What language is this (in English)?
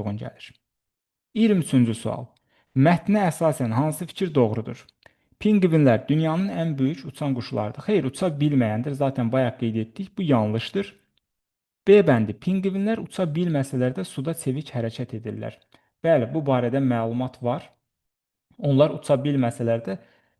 Azerbaijani